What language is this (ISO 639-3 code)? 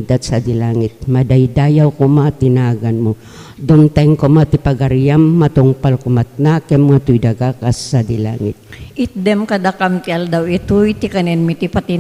ilo